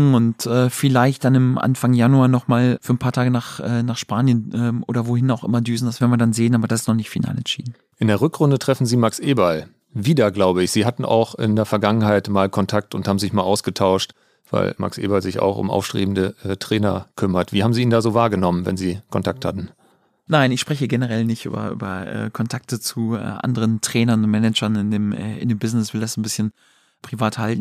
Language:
German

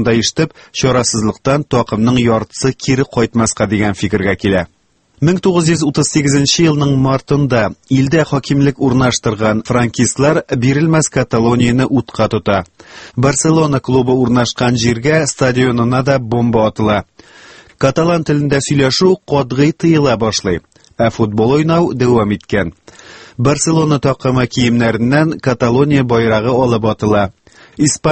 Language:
Tatar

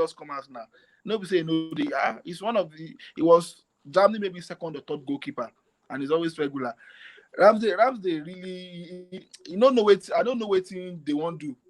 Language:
Nigerian Pidgin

